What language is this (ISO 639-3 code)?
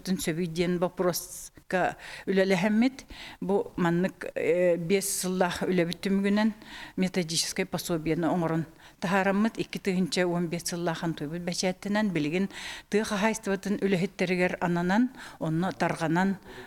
sah